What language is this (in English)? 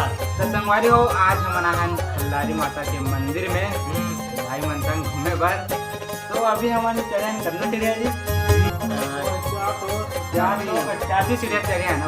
Chhattisgarhi